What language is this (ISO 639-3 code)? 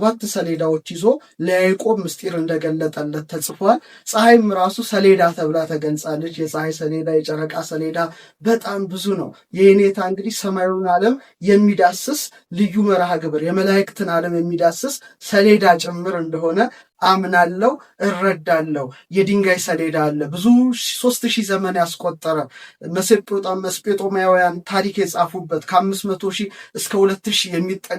amh